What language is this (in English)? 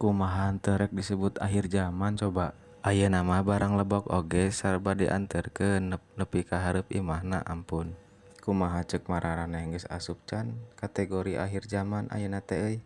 Sundanese